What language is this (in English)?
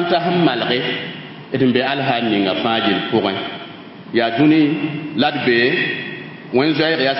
Mossi